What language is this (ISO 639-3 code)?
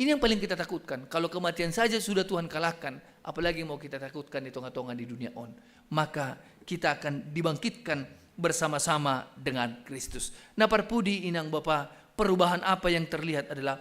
bts